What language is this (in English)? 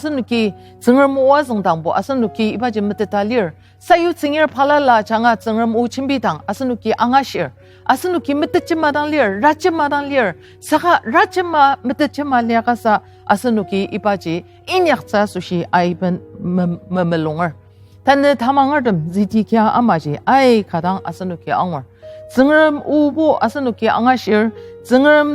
Ao Naga